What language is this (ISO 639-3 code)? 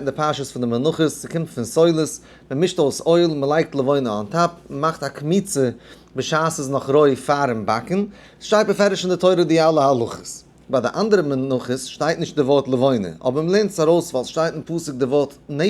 yid